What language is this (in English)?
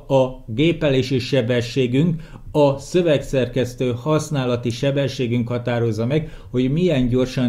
Hungarian